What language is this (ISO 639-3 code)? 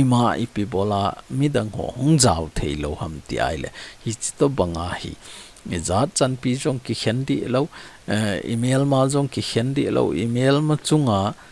tcz